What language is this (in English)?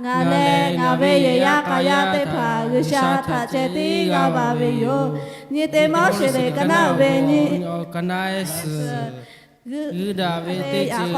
Lahu